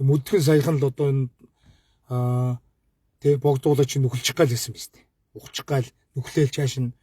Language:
Mongolian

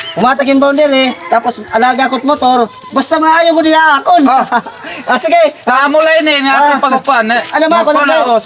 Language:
Waray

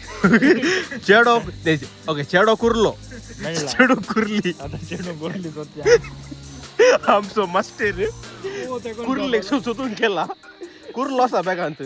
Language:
Konkani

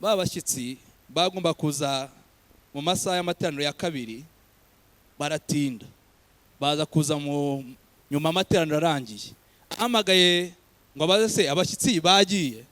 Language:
Kinyarwanda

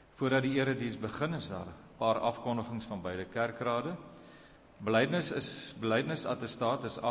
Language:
Afrikaans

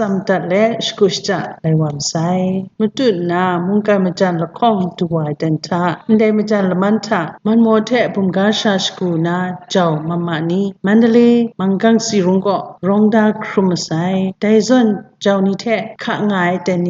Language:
Kachin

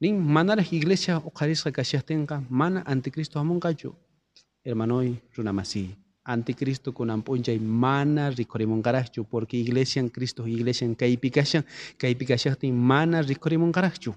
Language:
South Bolivian Quechua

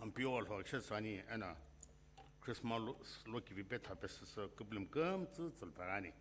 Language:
Sumi Naga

